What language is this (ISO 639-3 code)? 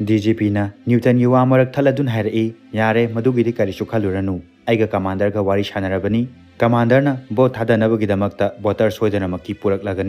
mni